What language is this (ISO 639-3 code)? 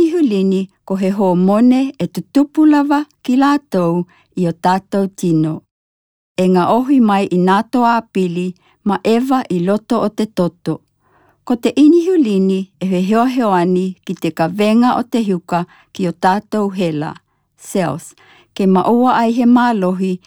tkl